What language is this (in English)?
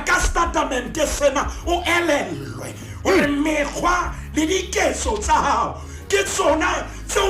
Southern Sotho